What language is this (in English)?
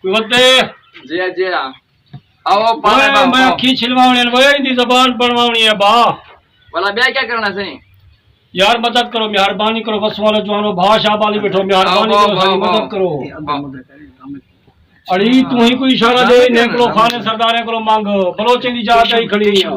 Saraiki